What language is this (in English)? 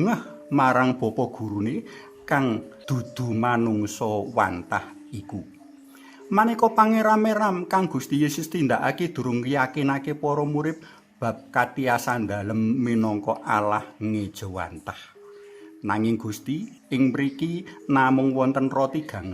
Javanese